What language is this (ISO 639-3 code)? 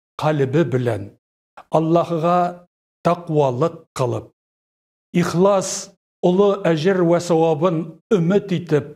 tat